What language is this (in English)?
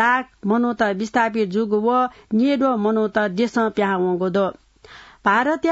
Newari